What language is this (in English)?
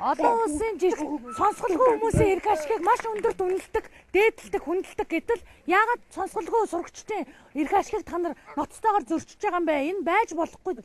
Mongolian